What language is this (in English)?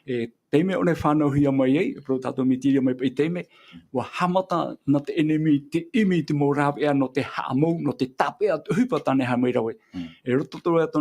Tahitian